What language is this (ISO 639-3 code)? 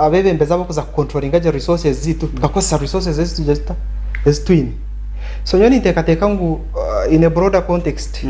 nyn